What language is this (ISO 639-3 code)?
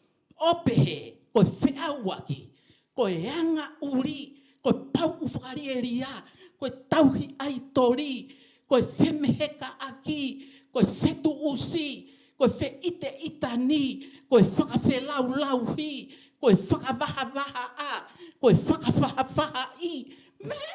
ton